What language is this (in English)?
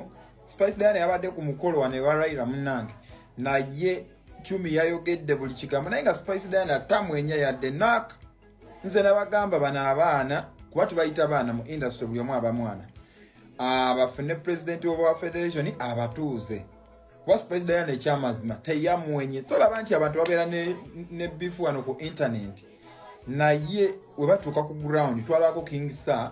Ganda